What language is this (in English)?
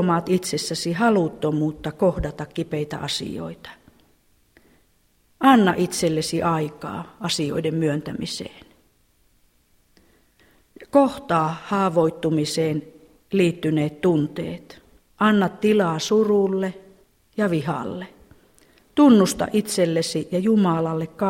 Finnish